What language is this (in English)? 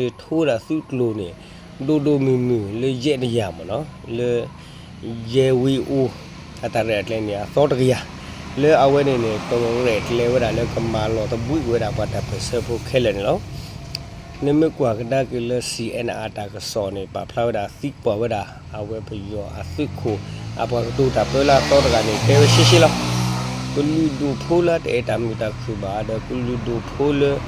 S'gaw Karen